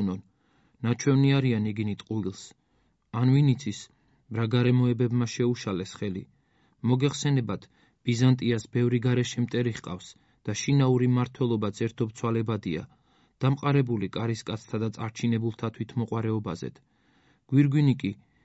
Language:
Georgian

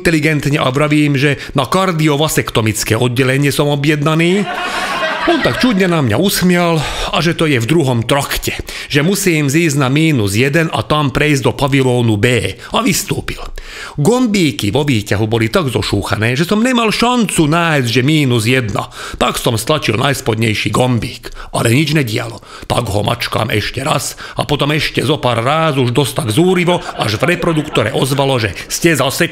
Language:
Slovak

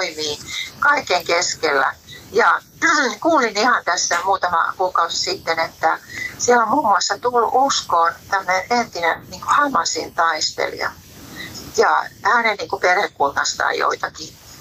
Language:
Finnish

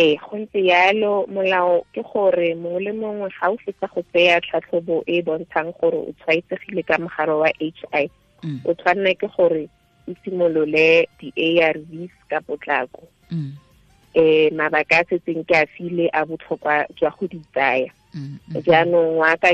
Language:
Tswana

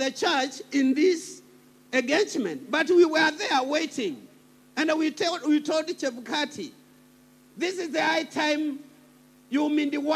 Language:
Kamba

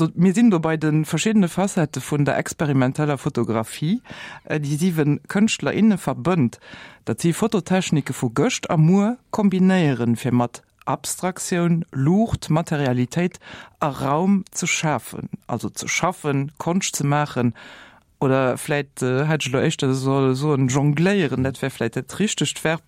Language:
Luxembourgish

